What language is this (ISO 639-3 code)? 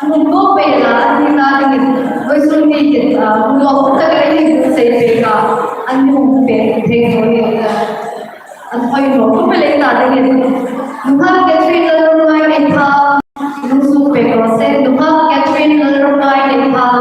hmr